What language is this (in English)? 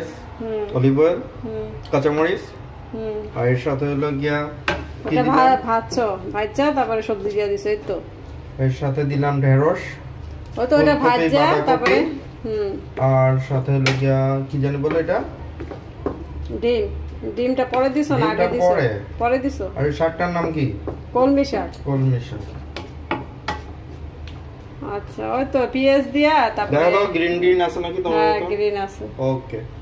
Bangla